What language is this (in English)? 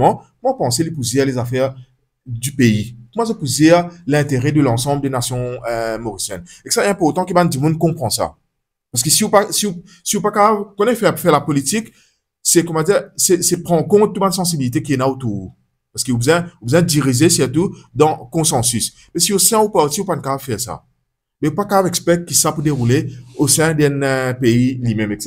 Morisyen